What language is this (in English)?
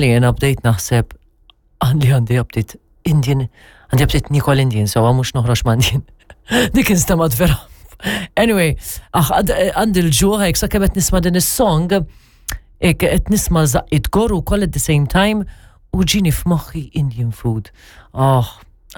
Maltese